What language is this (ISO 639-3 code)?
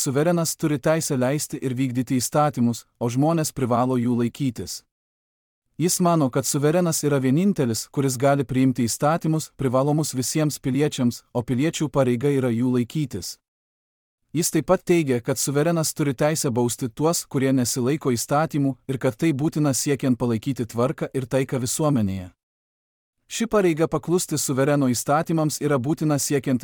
lit